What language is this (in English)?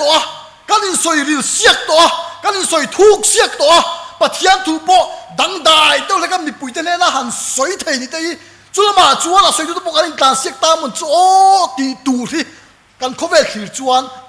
Mizo